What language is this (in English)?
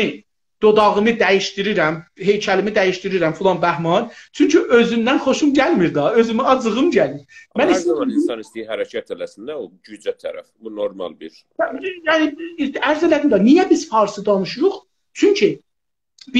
South Azerbaijani